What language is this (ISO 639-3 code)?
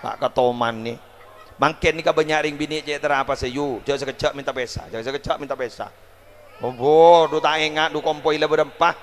mad